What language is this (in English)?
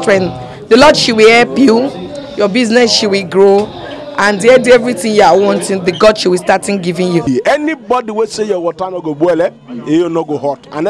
Nigerian Pidgin